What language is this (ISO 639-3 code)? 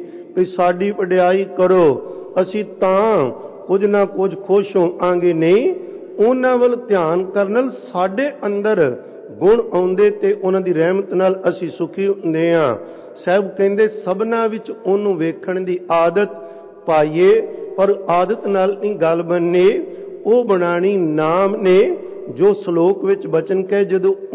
pan